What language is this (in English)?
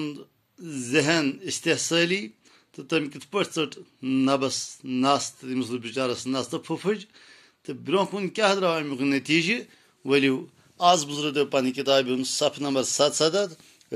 Kashmiri